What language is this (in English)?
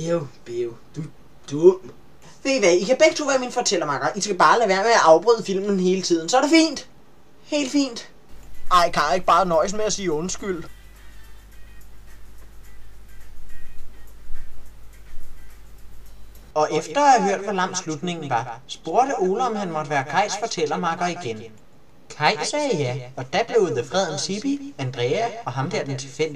Danish